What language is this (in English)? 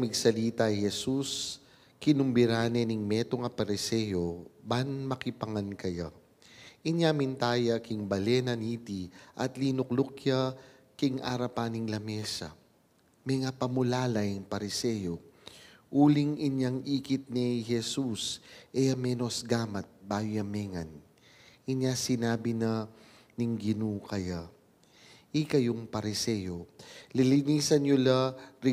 Pampanga